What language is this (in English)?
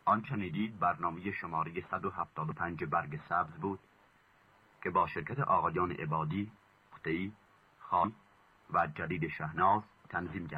Persian